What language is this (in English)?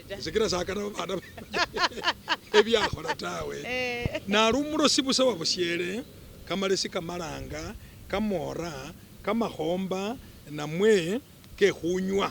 Masaaba